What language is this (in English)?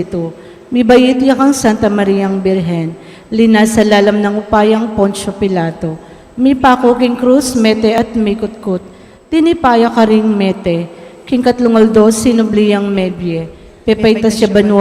Pampanga